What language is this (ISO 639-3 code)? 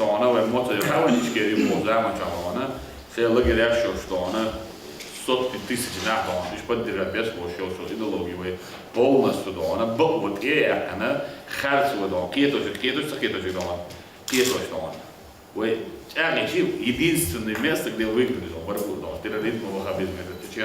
che